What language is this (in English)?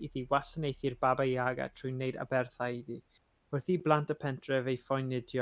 Welsh